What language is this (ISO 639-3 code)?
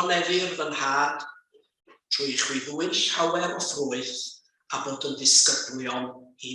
cym